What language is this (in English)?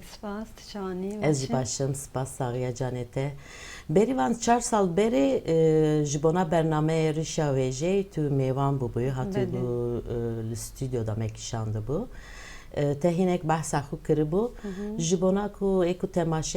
Kurdish